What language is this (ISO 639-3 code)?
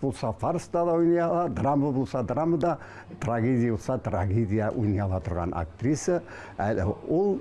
tat